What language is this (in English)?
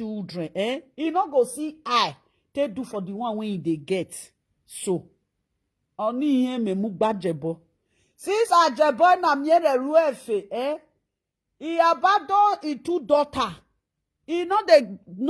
Nigerian Pidgin